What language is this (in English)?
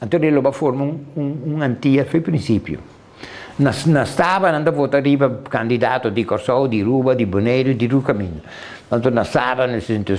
Papiamento